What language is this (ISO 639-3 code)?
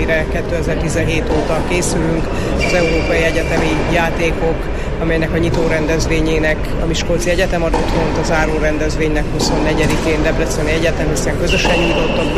hun